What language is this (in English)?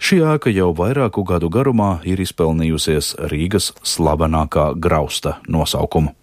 Latvian